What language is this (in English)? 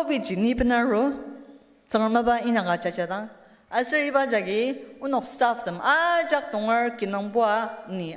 Ao Naga